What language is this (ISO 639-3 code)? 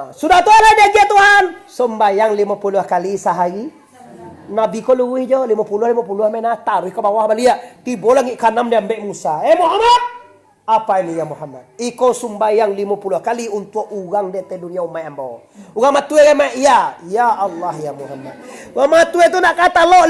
min